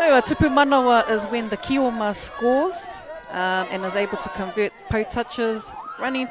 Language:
Māori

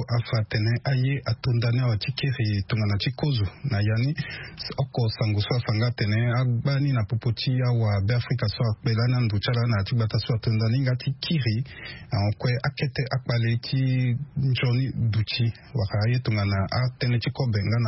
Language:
Sango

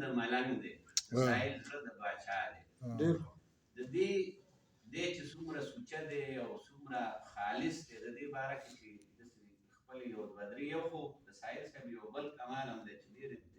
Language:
Pashto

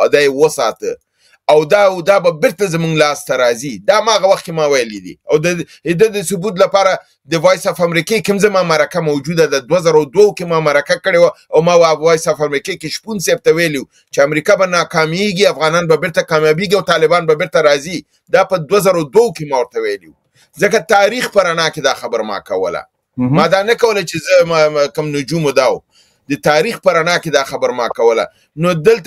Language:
Pashto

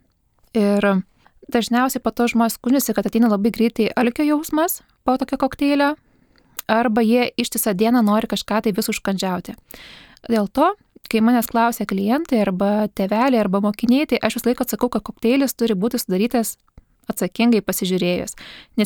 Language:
Lithuanian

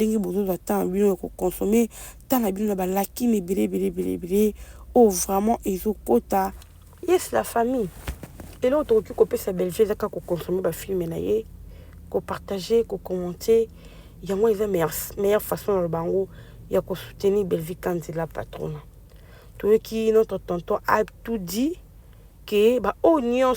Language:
Lingala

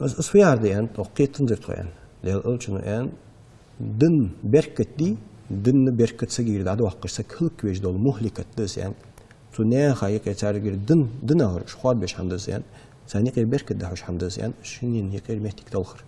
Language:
Ingush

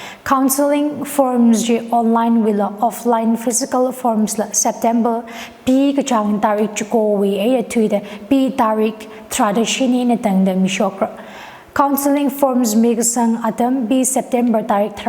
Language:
Tangkhul Naga (India)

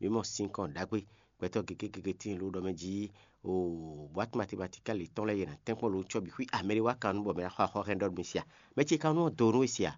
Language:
Fon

